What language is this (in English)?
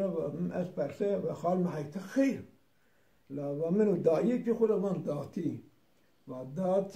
Zaza